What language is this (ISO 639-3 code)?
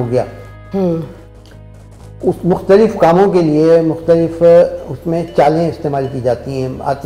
urd